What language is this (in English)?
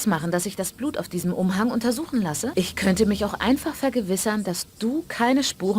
Bavarian